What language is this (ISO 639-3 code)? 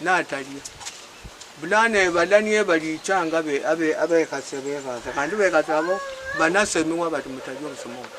luy